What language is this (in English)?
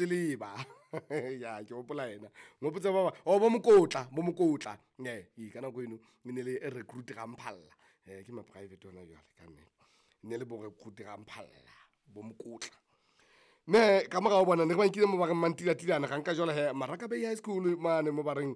Southern Sotho